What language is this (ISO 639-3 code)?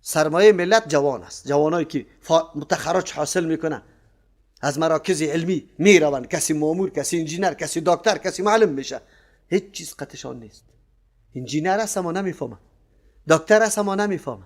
fas